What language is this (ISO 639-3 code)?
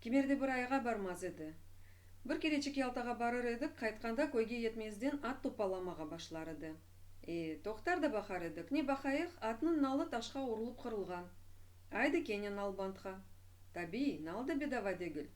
crh